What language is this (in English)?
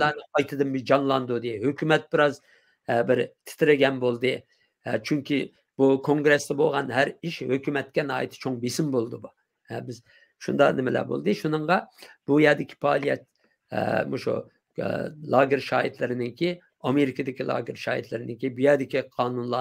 Uyghur